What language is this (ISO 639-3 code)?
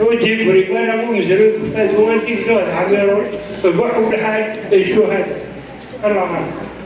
kab